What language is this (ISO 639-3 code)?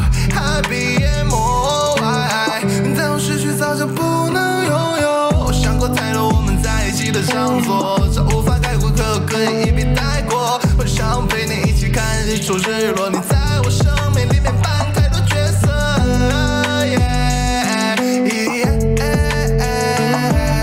zho